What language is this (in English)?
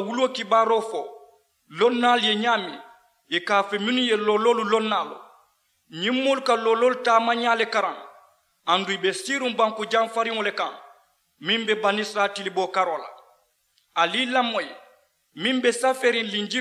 Mandingo